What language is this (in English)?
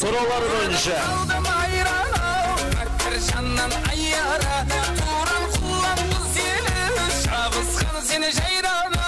Kara-Kalpak